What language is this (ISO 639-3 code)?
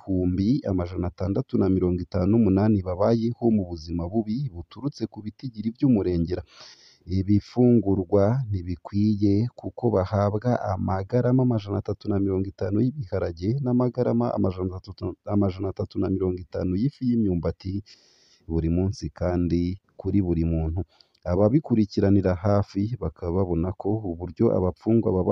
run